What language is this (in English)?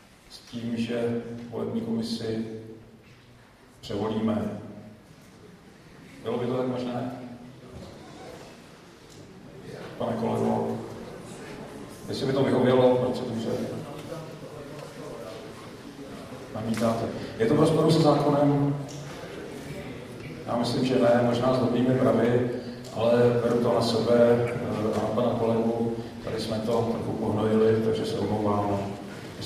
Czech